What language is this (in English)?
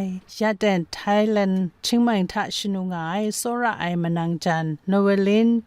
Kachin